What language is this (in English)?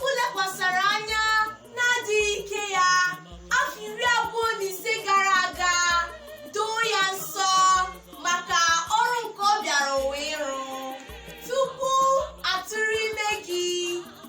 Igbo